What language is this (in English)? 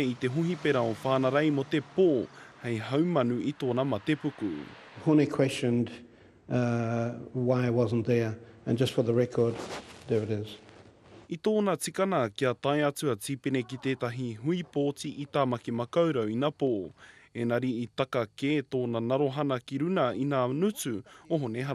Māori